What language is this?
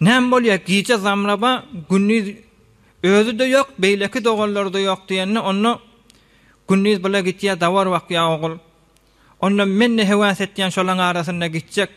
Turkmen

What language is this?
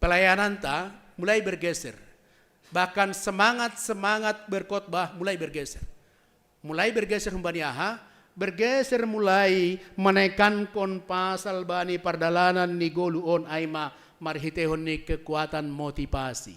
Batak Simalungun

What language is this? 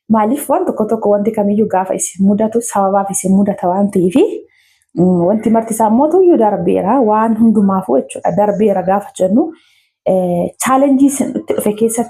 Oromo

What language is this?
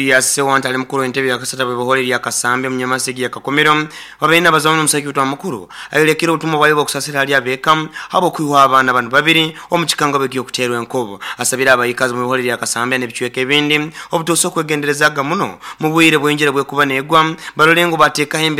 Nyoro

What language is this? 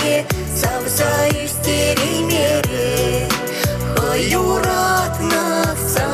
Chuvash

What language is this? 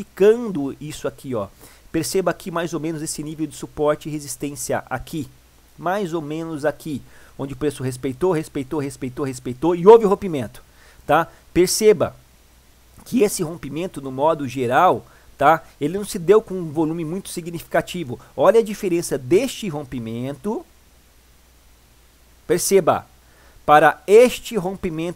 Portuguese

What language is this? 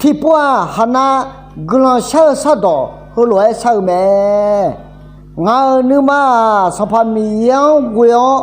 Akha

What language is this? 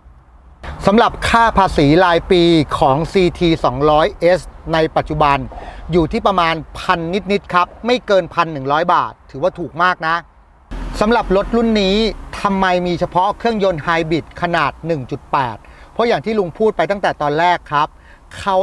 Thai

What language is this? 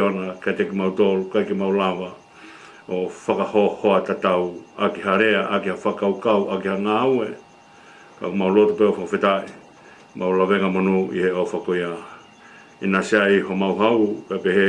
Tongan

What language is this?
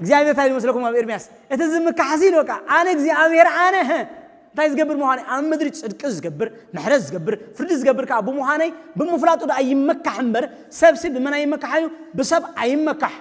Tigrinya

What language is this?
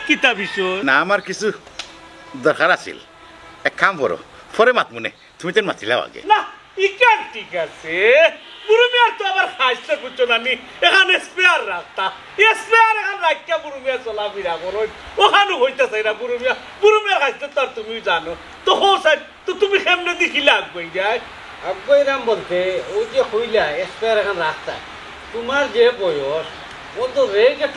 Sylheti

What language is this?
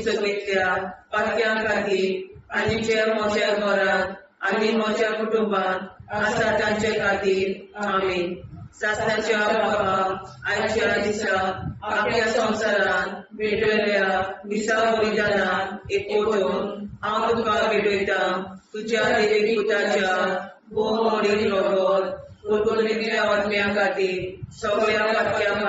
Konkani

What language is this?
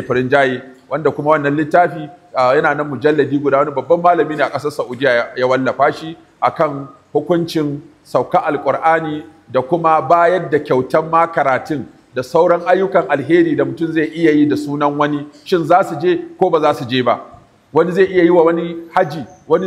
Hausa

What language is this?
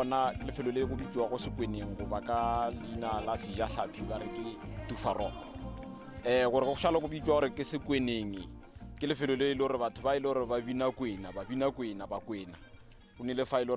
Northern Sotho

